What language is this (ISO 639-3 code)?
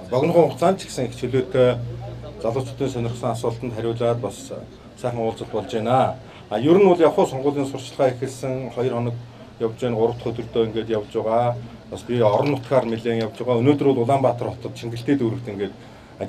mon